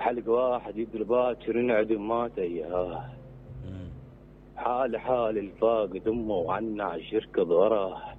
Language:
Mesopotamian Arabic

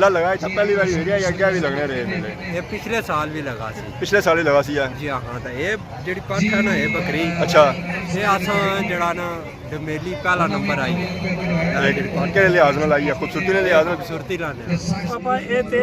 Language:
Pahari-Potwari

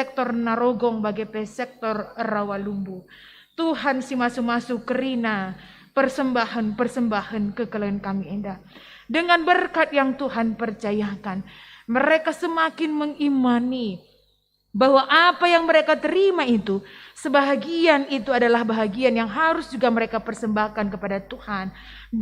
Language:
Batak Karo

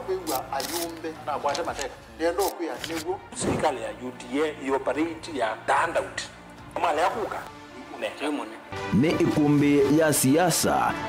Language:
Kamba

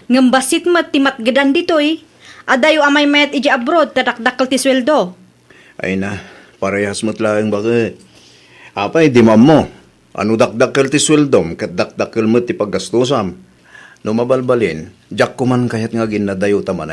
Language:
Iloko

